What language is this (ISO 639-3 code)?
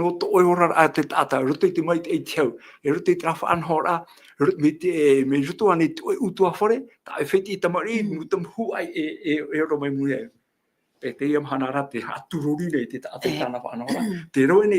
tah